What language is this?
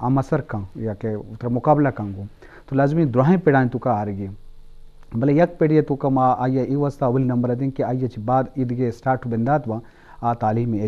Eastern Balochi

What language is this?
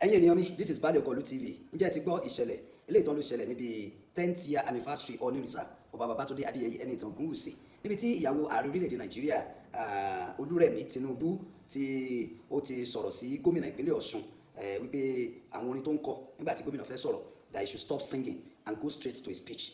Yoruba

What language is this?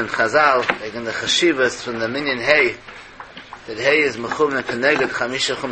Yiddish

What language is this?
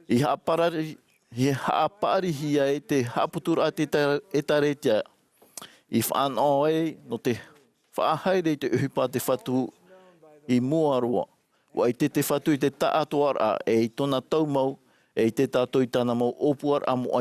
Tahitian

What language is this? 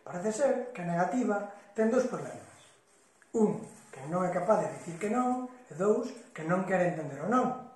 Galician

